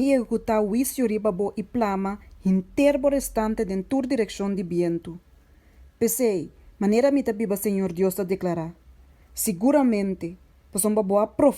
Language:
Papiamento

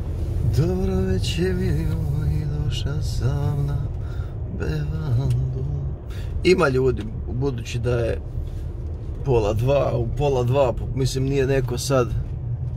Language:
Croatian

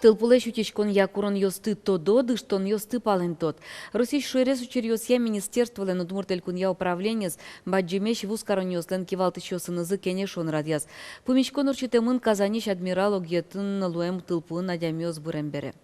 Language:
Udmurt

